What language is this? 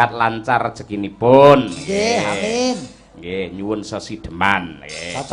Javanese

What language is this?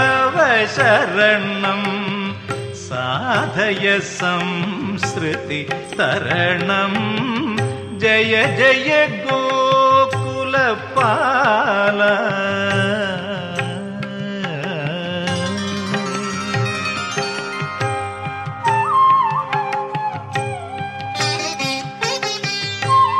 Sanskrit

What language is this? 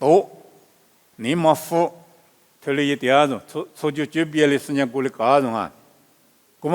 Lisu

